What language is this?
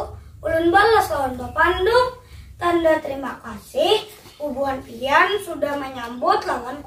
Banjar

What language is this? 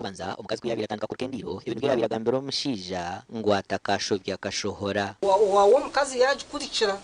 Nyankole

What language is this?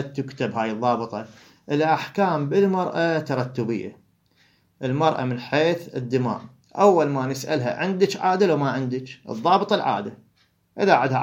Mesopotamian Arabic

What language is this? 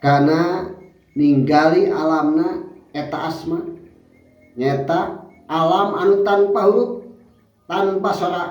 Sundanese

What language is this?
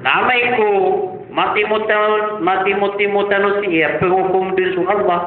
Maranao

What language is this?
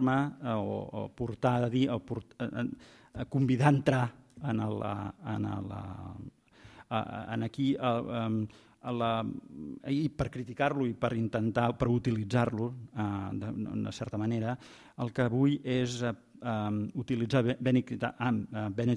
Catalan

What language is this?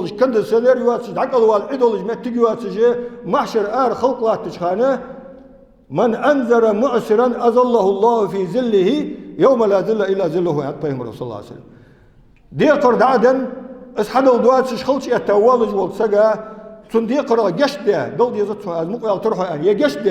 Ingush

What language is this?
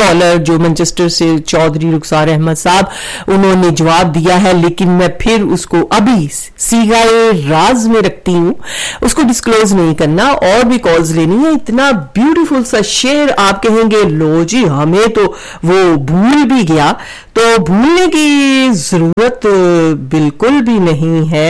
Urdu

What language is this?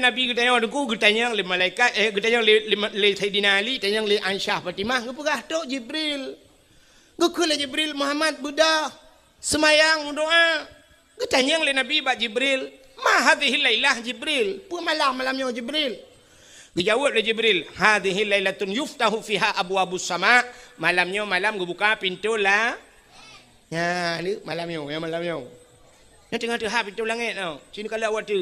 Achinese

